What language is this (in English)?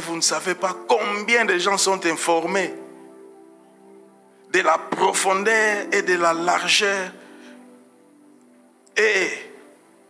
French